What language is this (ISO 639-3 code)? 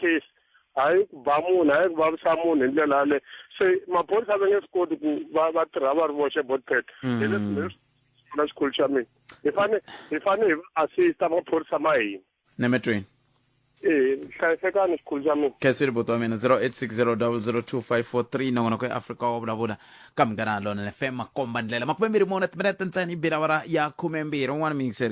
tso